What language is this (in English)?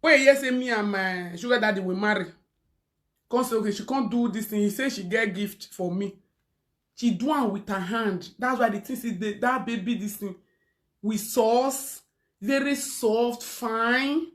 Nigerian Pidgin